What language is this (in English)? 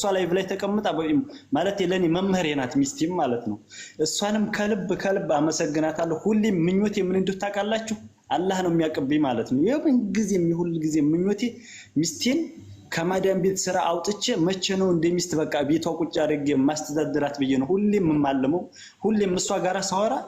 Amharic